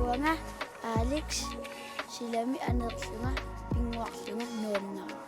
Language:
Kalaallisut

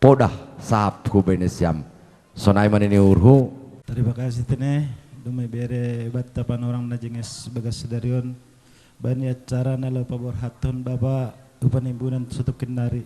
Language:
Batak Simalungun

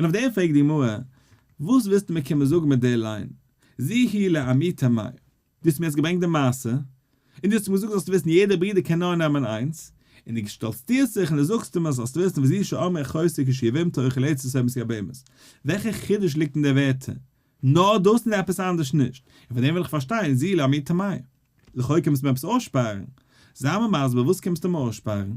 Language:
Yiddish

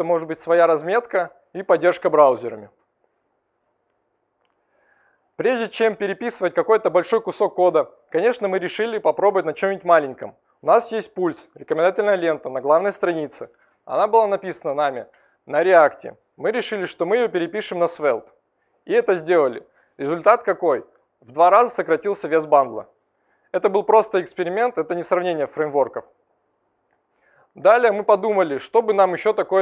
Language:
Russian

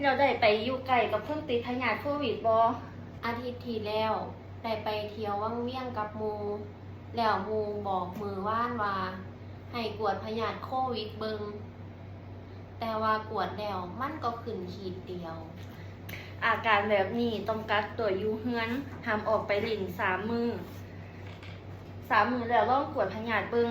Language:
Lao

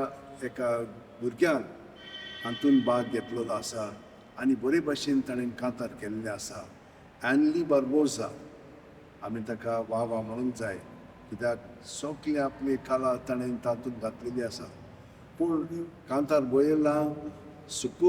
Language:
Konkani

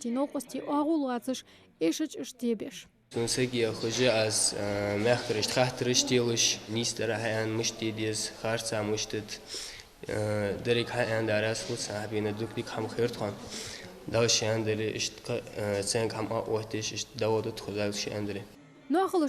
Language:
Ingush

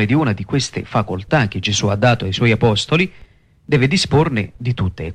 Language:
Italian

